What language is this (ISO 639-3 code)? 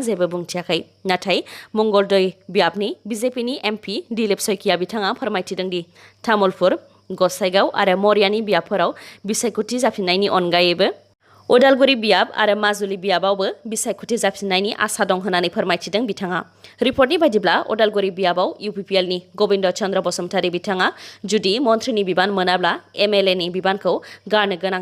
brx